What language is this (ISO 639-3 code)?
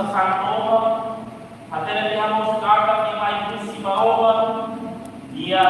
tet